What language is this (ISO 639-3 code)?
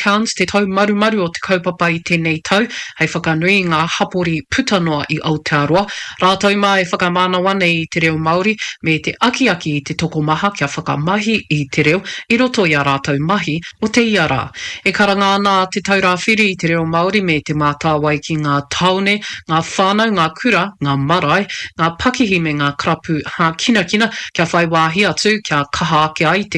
mri